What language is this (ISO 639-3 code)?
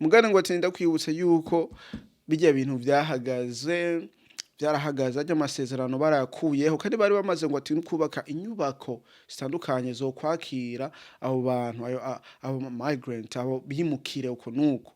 run